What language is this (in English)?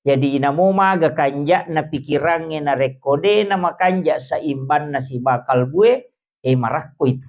Buginese